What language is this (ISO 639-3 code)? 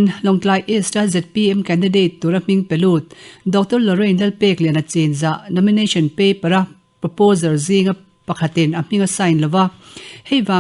lus